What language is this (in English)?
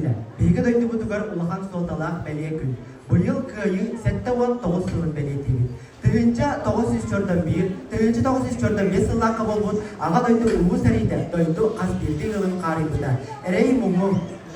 Yakut